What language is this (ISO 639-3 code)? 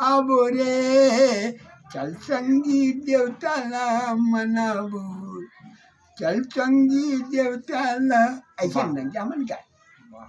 hne